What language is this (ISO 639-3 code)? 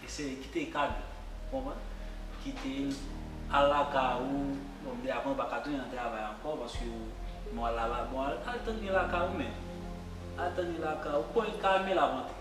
hat